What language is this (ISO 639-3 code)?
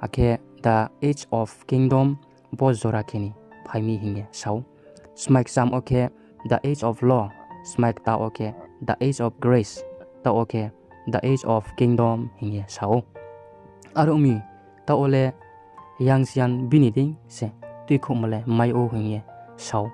ria